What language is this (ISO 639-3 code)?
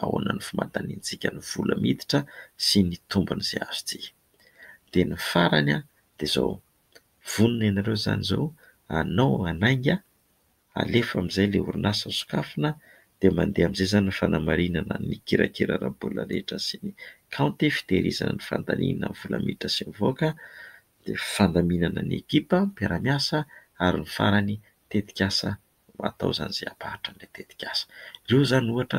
mlg